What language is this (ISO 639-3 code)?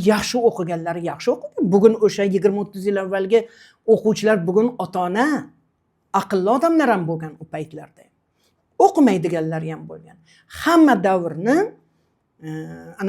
uzb